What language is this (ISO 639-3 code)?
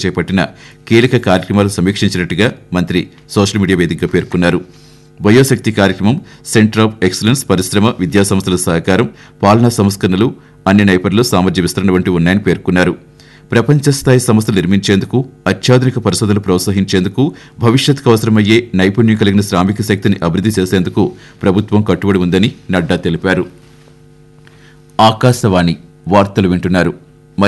tel